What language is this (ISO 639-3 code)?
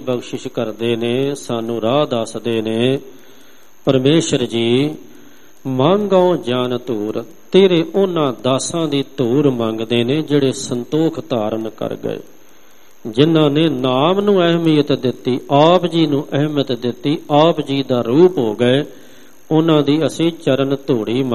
pan